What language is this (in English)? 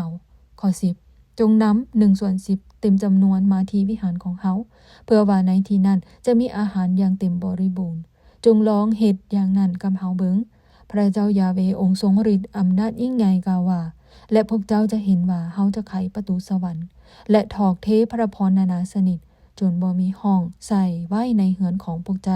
Lao